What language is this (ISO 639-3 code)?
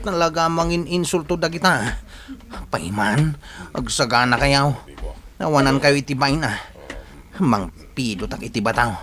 ilo